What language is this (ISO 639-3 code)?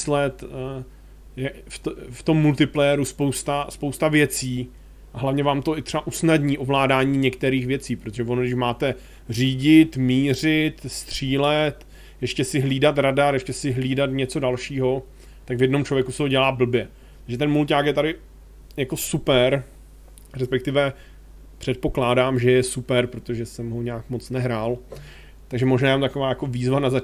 ces